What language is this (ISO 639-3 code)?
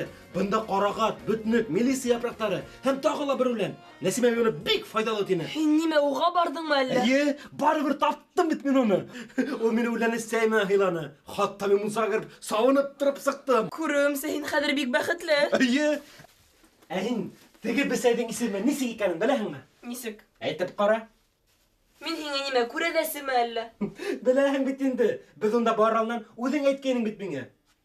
bak